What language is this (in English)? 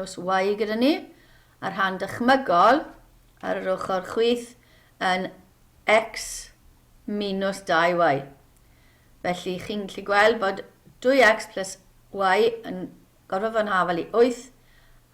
Welsh